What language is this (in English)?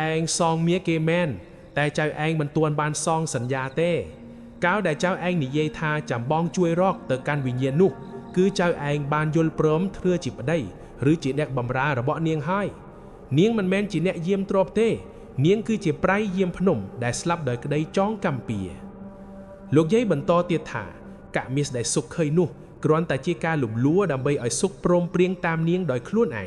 Khmer